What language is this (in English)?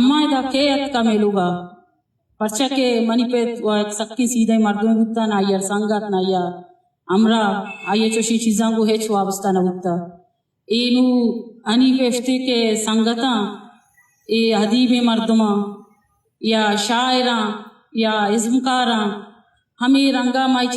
Eastern Balochi